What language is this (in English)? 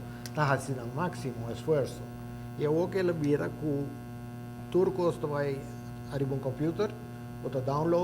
Papiamento